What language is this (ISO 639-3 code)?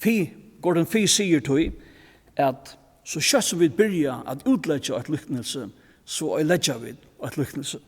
fao